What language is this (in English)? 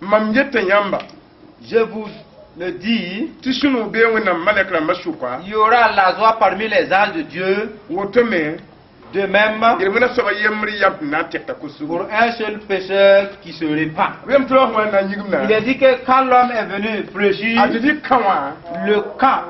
Mossi